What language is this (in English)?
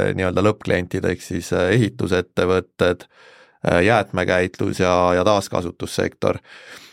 Estonian